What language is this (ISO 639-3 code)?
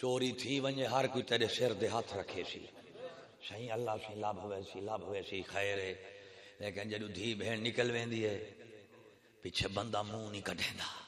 skr